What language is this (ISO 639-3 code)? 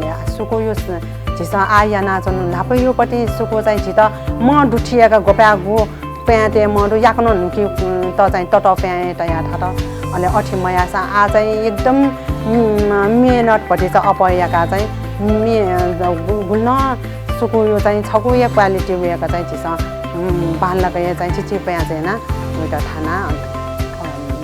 new